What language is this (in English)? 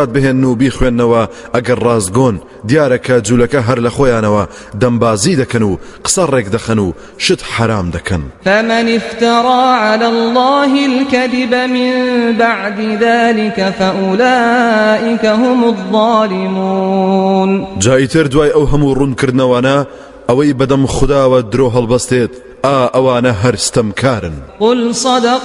Central Kurdish